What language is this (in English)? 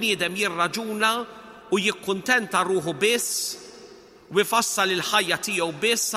Maltese